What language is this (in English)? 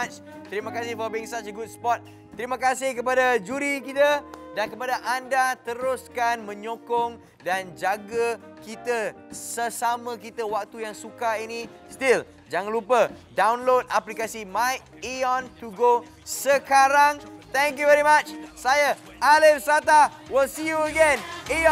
Malay